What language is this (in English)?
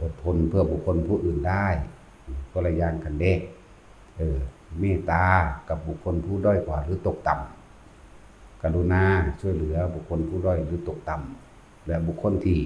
Northeastern Thai